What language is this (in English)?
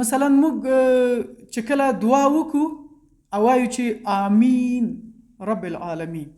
Pashto